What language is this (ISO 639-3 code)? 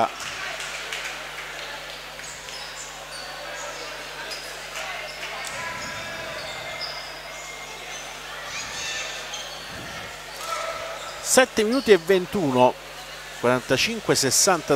ita